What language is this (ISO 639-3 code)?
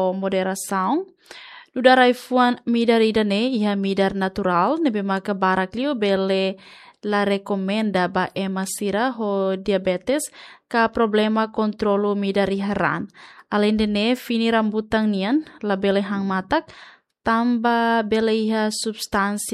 tet